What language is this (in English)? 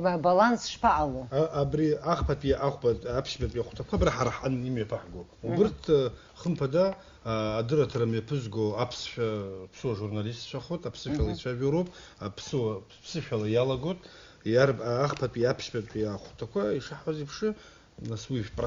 Abkhazian